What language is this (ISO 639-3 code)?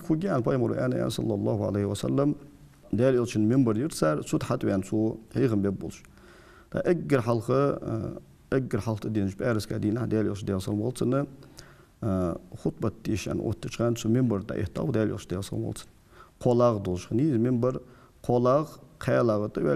inh